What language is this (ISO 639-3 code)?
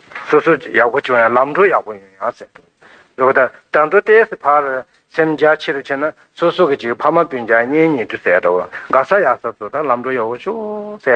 bod